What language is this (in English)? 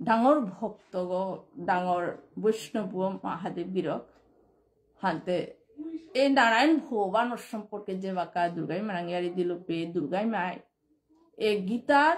Bishnupriya